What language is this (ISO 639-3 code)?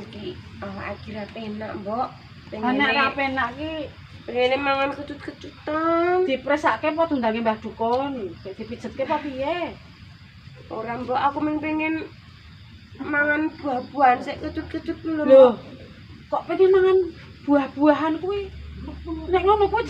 jav